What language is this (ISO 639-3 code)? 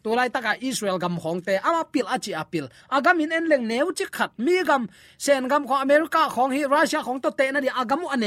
ctd